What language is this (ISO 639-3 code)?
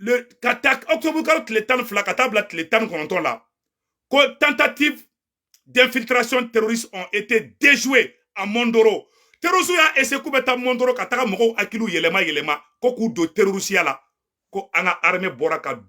bam